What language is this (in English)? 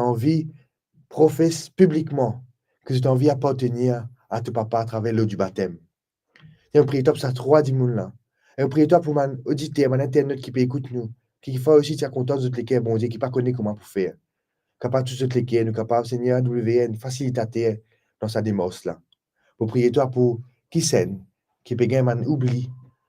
Morisyen